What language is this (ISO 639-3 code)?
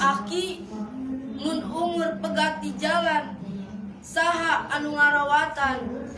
sun